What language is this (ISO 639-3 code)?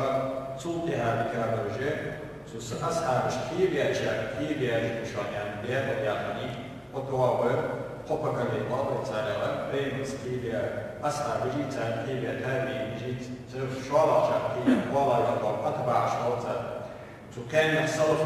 inh